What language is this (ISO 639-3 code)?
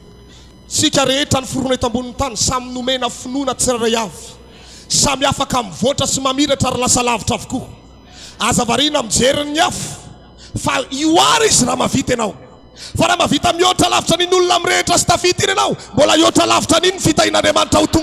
mlg